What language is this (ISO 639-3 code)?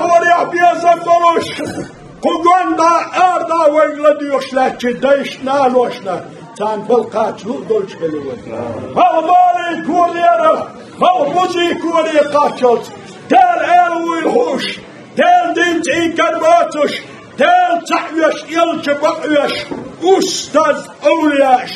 che